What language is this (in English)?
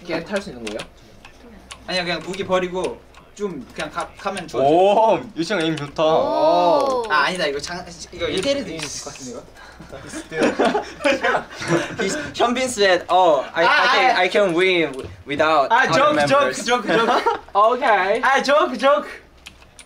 Korean